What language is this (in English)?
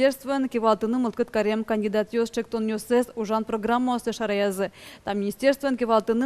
Udmurt